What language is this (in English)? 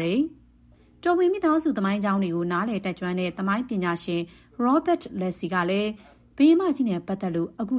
Burmese